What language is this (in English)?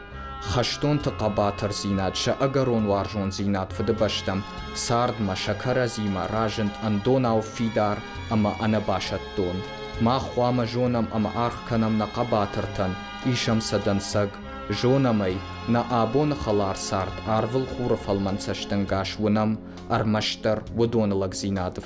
Ossetic